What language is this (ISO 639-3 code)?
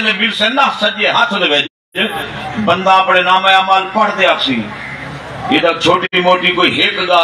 skr